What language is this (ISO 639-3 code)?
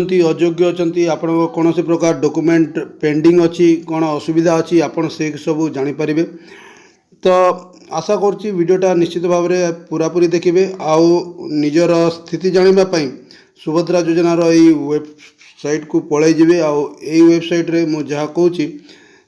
ori